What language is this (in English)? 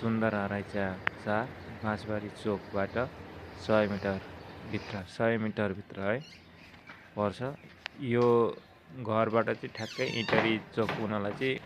Nepali